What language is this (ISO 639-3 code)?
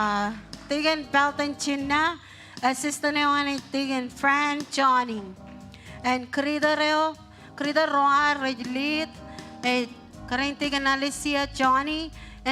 mah